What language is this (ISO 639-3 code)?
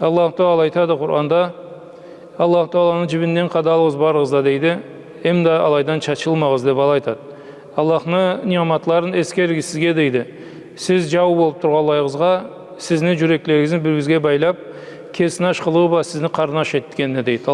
krc